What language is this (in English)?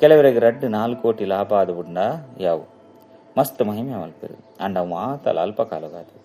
Tulu